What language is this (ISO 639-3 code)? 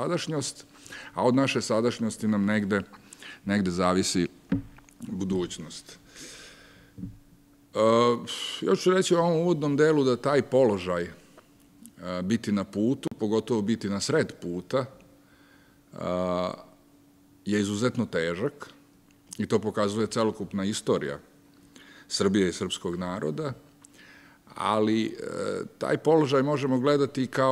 srp